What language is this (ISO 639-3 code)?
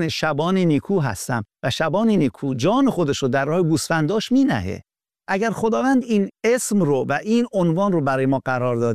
fas